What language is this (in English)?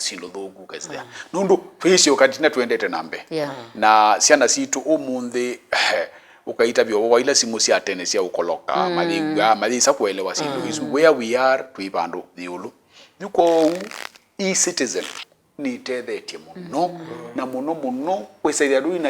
Kamba